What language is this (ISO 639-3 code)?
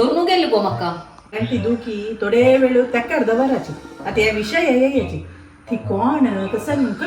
kok